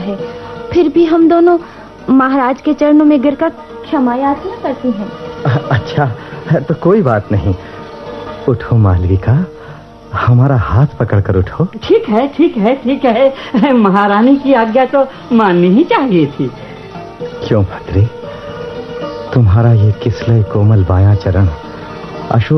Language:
Hindi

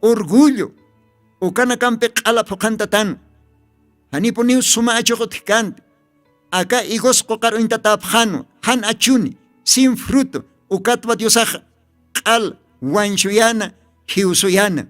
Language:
Aymara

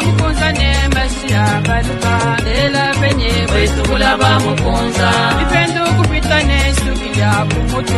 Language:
Luba-Lulua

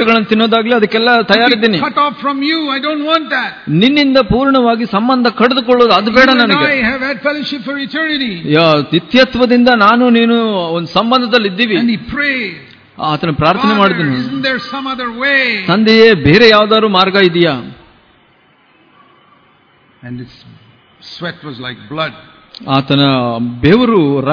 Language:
Kannada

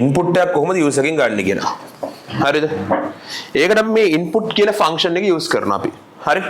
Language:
Sinhala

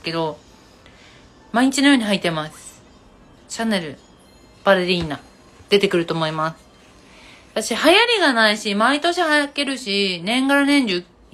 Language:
Japanese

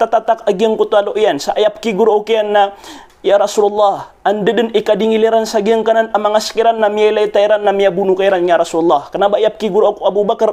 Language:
Maranao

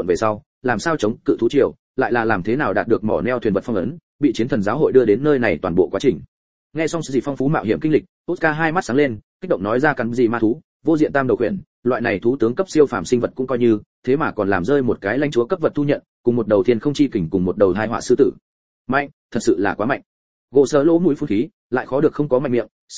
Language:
Vietnamese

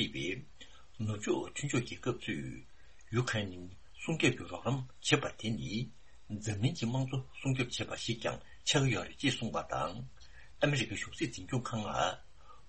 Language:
Tibetan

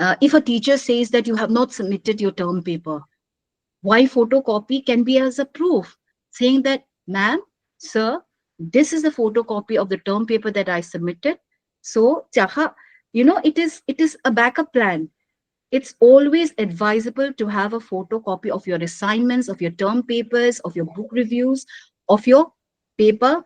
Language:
Paite Chin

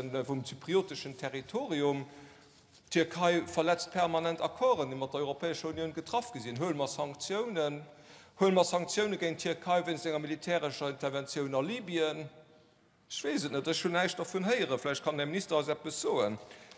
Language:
Luxembourgish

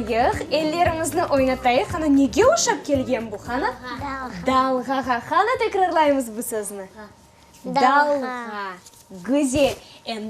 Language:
Crimean Tatar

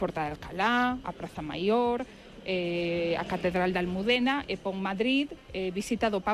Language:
Galician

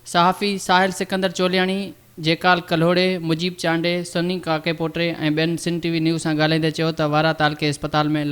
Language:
Sindhi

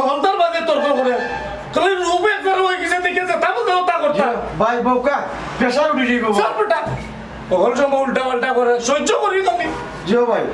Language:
Sylheti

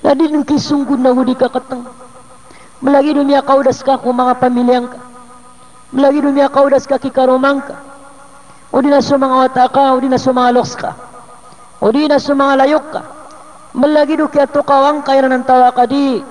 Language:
Maranao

